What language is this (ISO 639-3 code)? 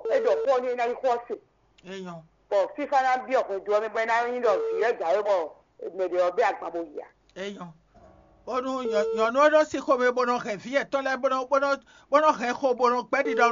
fon